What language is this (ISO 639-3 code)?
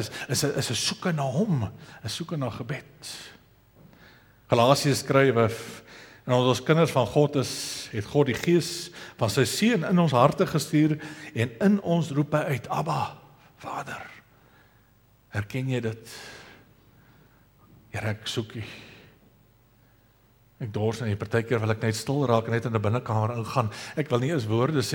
afr